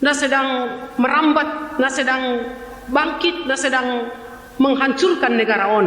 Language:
Batak Simalungun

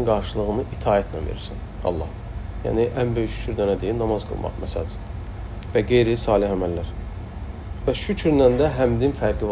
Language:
Azerbaijani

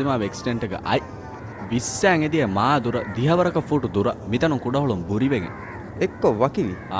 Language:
Divehi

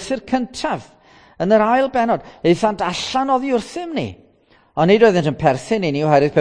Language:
Welsh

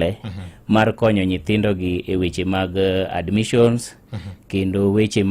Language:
Luo (Kenya and Tanzania)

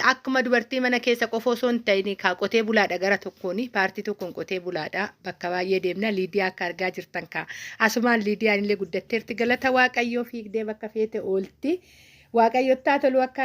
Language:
Oromo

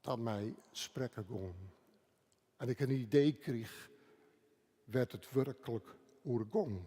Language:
Western Frisian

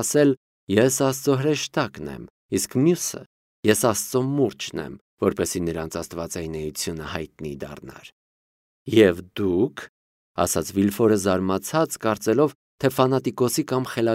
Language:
Armenian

